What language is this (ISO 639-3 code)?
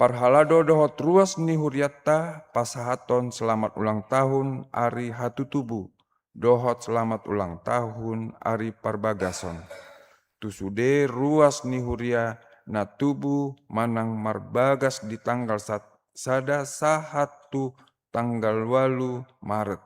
bbc